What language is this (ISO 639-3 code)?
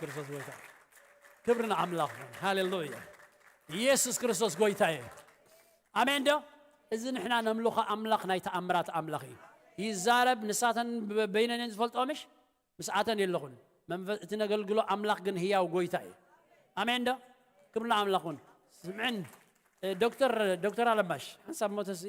tir